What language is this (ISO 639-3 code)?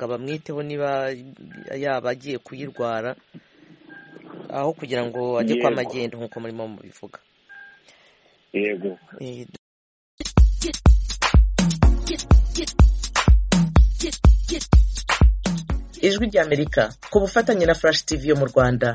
kin